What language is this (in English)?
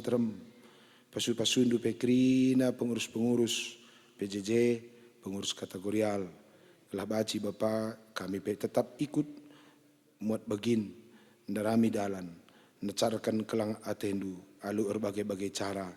Batak Karo